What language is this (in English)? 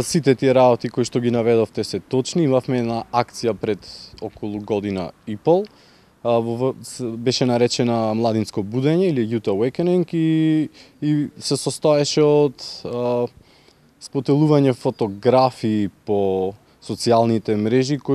Macedonian